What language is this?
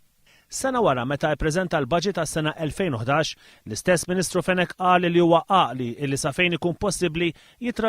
Maltese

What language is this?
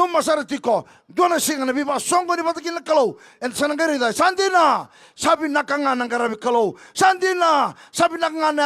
Fijian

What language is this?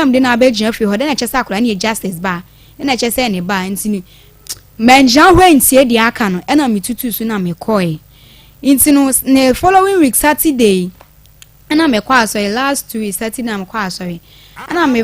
Akan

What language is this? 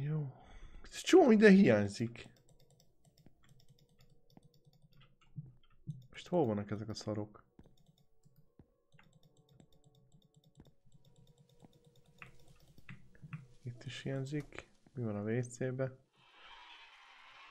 Hungarian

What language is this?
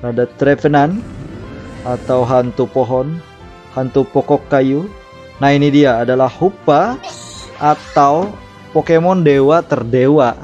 Banjar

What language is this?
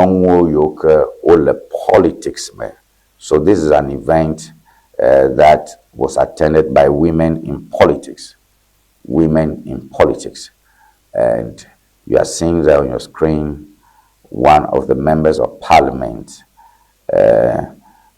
Ewe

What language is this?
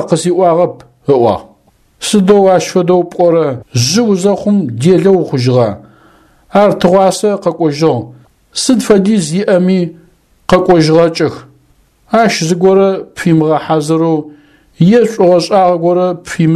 Adyghe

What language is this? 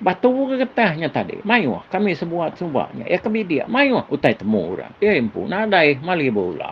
Iban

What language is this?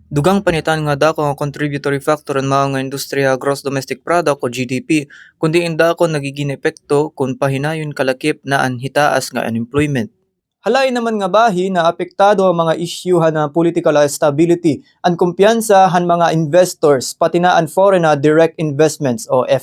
Waray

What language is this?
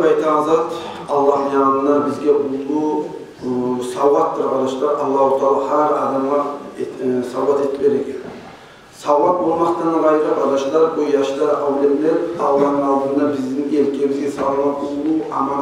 Kumyk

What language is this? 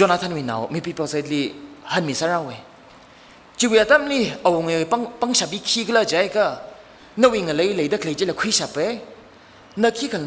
Tangkhul Naga (India)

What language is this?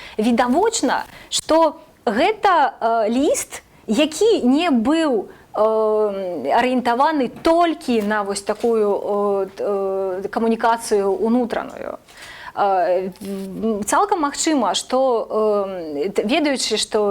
Belarusian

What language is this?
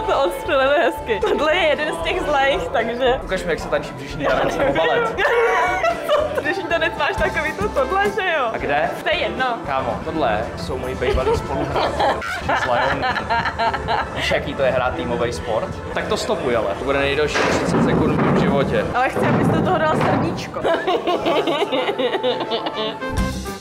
Czech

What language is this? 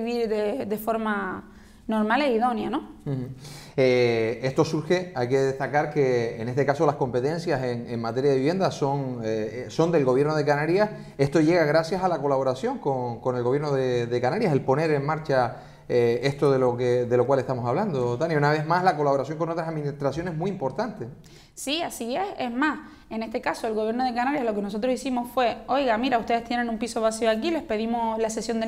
Spanish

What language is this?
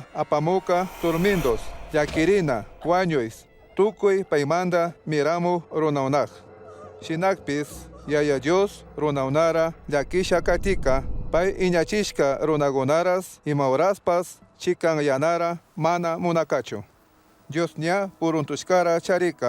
Chimborazo Highland Quichua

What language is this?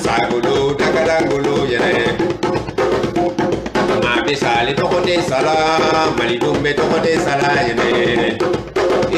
Italian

